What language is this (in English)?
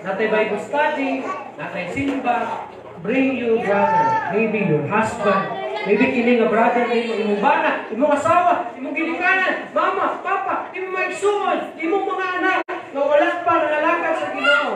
Cebuano